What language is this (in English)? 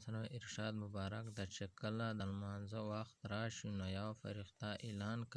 Pashto